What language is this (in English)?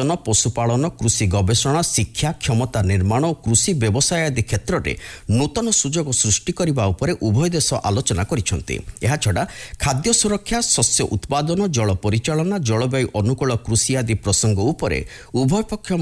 Odia